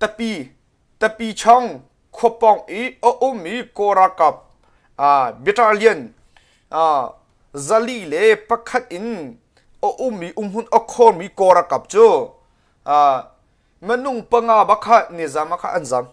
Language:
Hakha Chin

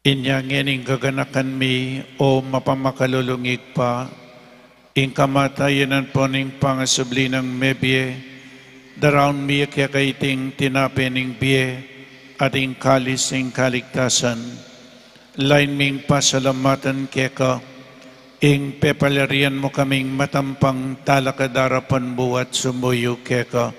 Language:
Pampanga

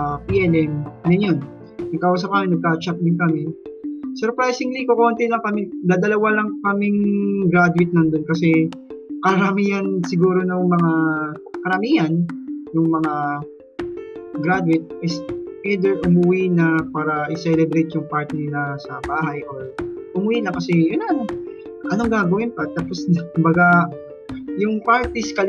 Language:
Filipino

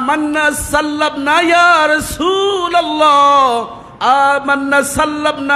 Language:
Bangla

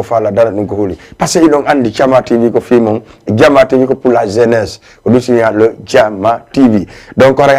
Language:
Fula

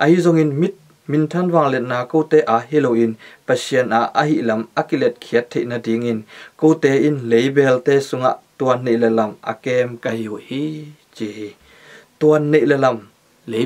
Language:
Tedim Chin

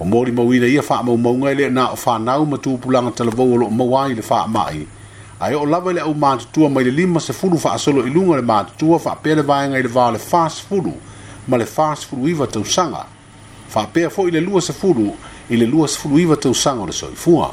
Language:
Samoan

